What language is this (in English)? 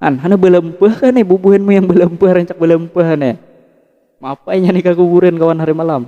Banjar